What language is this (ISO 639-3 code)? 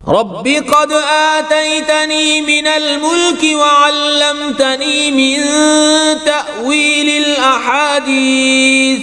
kas